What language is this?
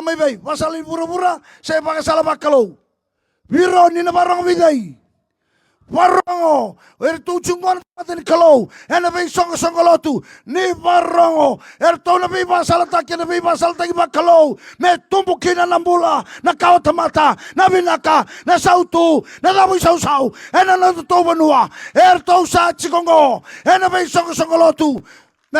Fijian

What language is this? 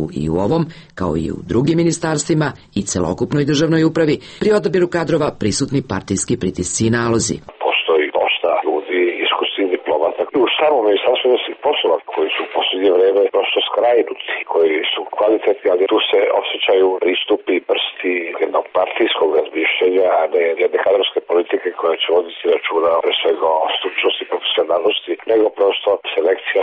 Serbian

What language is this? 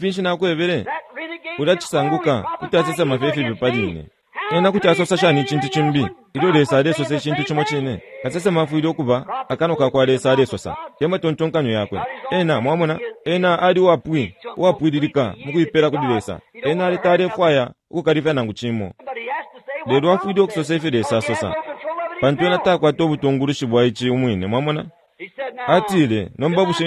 Bemba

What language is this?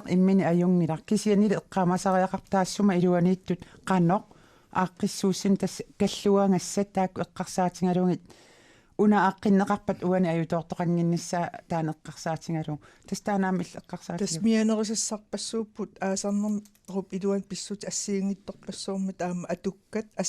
Kalaallisut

